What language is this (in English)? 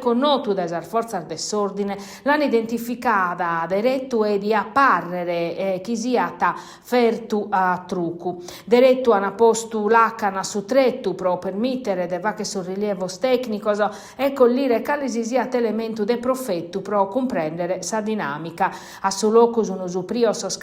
Sardinian